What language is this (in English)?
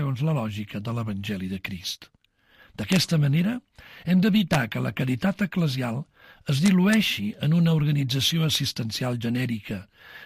Catalan